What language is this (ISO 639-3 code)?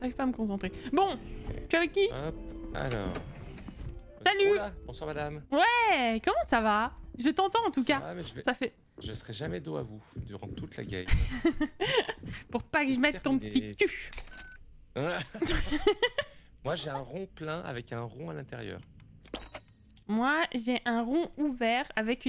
fra